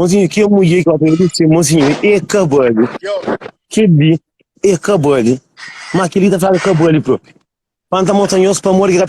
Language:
Kabuverdianu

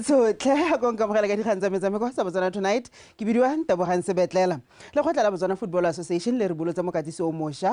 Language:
Tswana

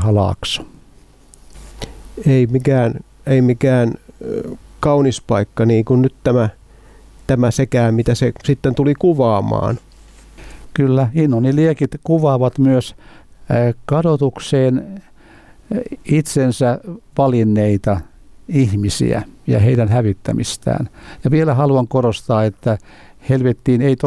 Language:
Finnish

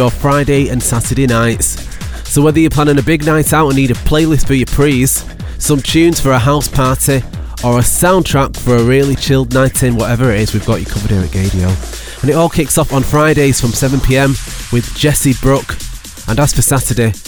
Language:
English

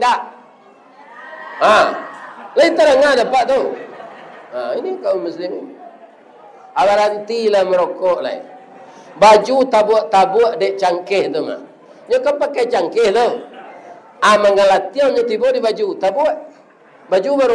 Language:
Minangkabau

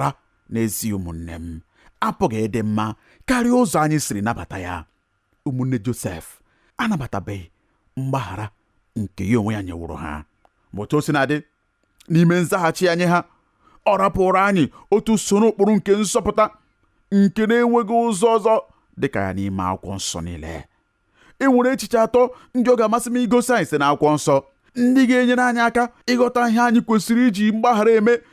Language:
Igbo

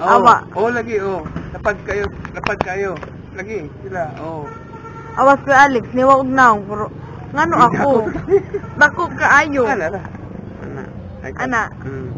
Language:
Cebuano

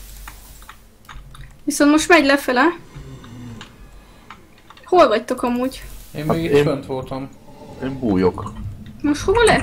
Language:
Hungarian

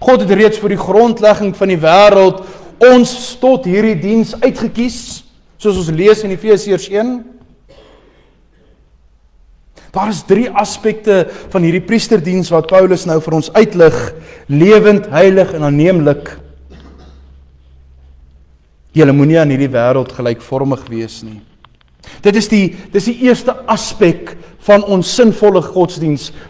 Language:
Afrikaans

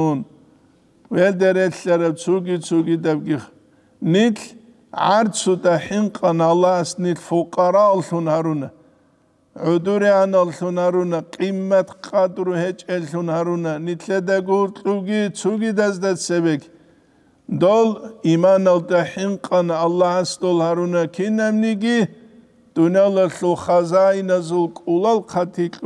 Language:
Avaric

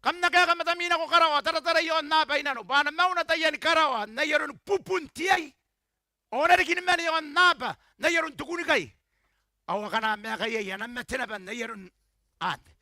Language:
Gilbertese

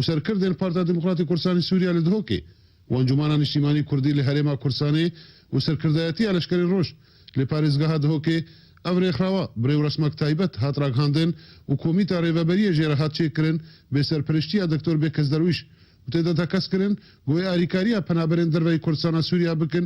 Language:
Kurdish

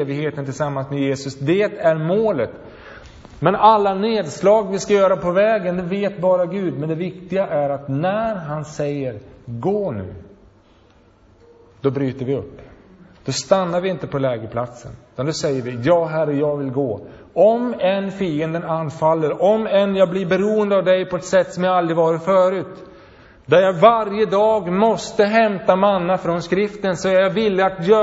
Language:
Swedish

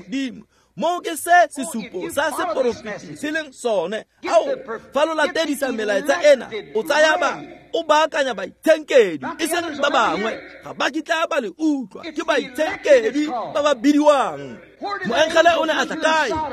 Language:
Tswana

